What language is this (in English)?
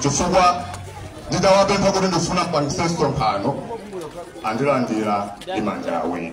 Nyanja